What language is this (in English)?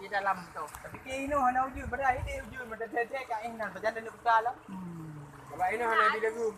Achinese